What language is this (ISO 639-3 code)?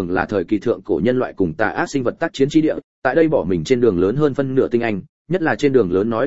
vie